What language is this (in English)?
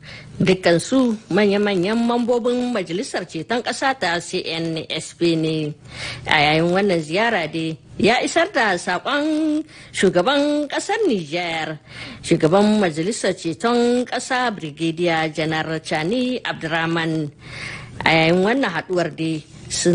Hausa